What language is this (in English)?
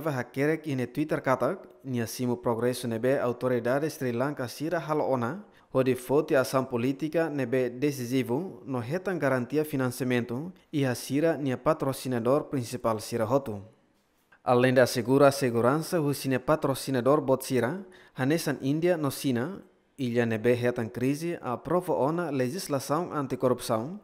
Tetum